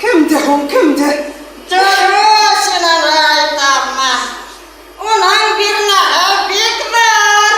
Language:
Bashkir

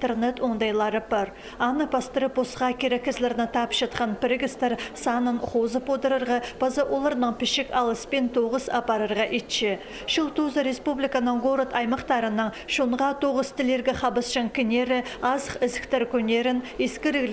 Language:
Khakas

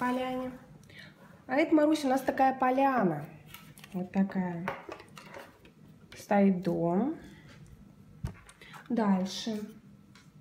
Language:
Russian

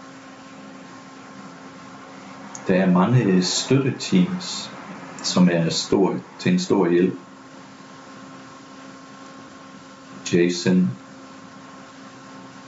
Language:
Danish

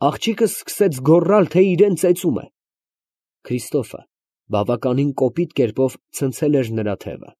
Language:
Armenian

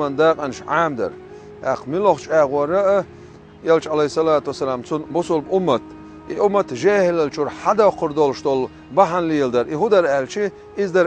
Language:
Chechen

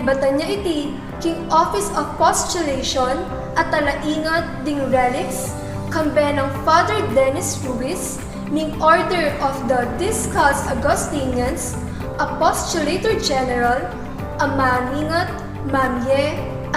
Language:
Pampanga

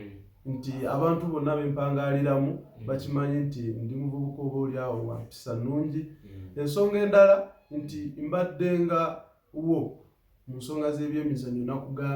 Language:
Ganda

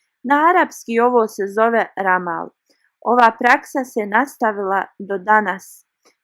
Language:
Bosnian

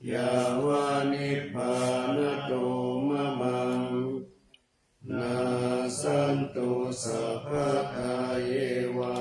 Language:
Pali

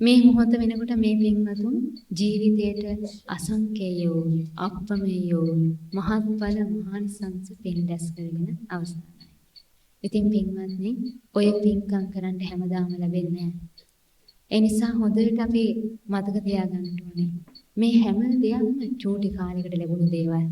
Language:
Sinhala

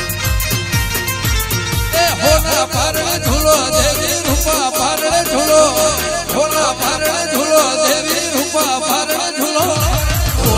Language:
Gujarati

